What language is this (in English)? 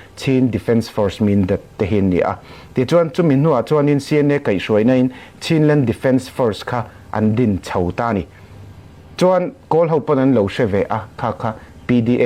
Falam Chin